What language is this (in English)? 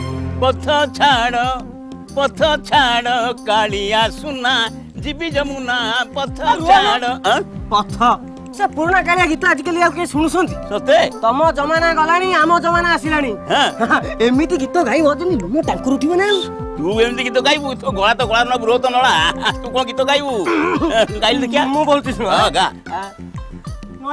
Odia